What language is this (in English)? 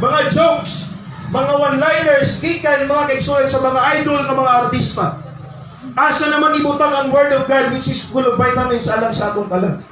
Cebuano